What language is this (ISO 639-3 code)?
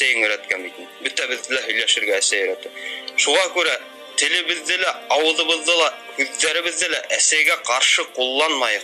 bak